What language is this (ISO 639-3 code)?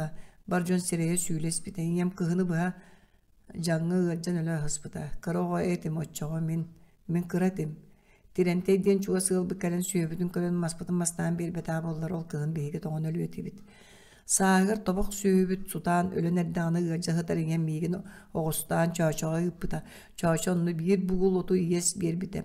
sah